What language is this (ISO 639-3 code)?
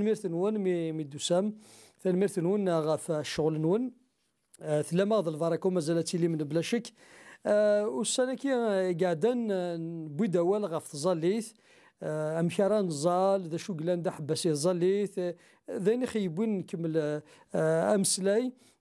kab